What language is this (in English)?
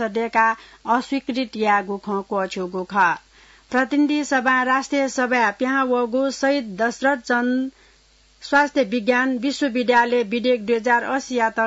Newari